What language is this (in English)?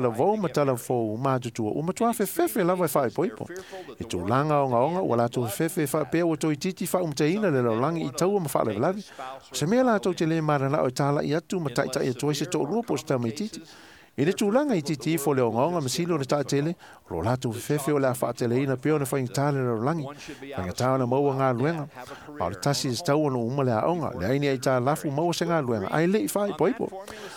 Samoan